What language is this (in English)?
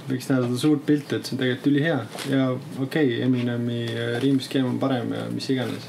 Estonian